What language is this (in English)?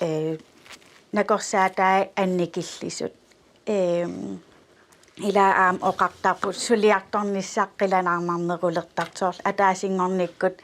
Kalaallisut